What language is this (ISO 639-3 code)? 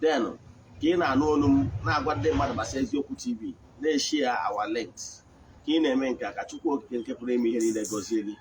ibo